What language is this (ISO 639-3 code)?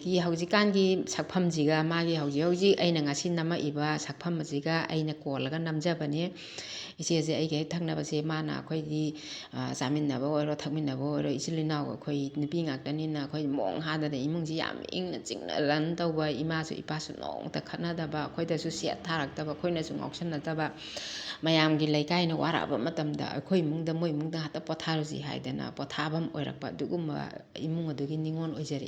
mni